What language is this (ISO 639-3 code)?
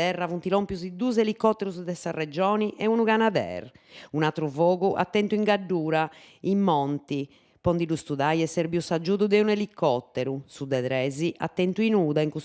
srd